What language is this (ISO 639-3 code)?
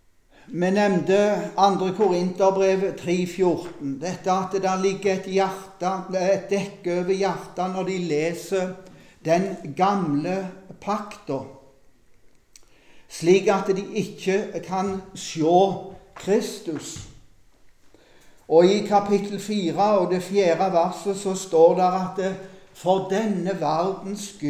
nor